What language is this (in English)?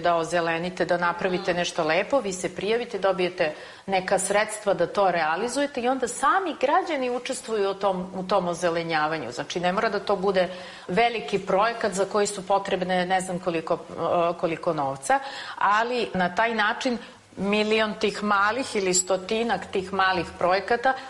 Serbian